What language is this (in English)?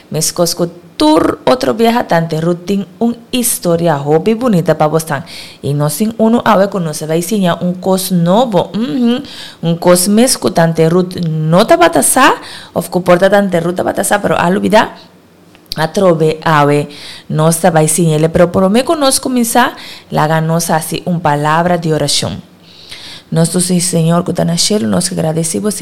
Papiamento